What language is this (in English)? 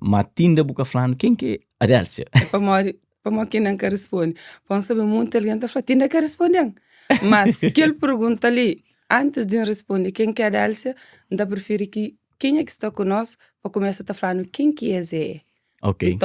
Kabuverdianu